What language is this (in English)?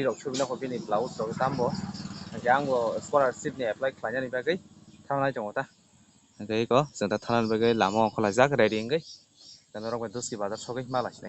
Kok Borok